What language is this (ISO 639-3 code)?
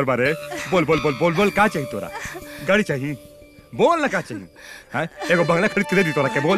bho